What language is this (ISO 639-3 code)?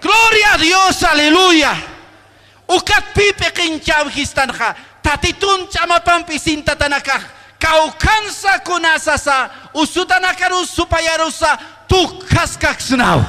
aym